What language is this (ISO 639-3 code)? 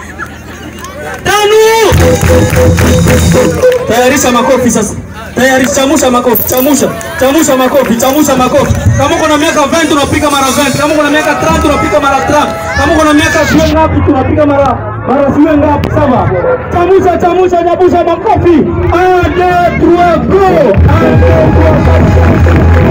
swa